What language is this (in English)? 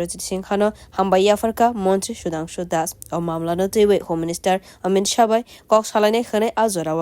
Kok Borok